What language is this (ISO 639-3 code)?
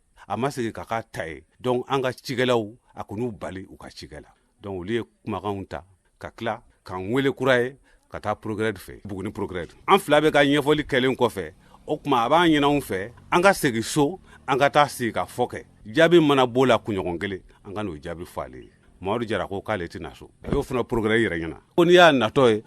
bam